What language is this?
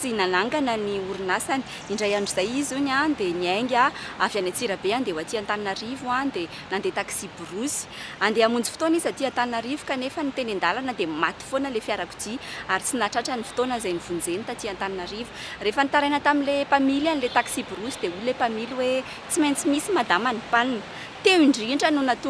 Malagasy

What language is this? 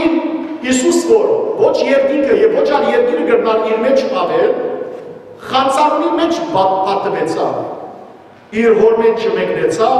Western Armenian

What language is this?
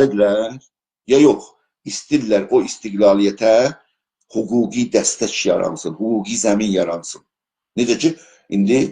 South Azerbaijani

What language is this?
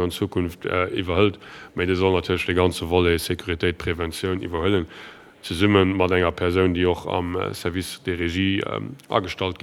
Luxembourgish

